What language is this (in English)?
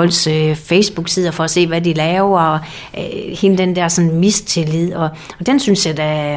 Danish